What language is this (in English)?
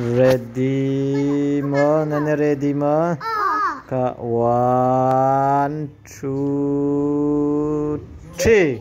Hakha Chin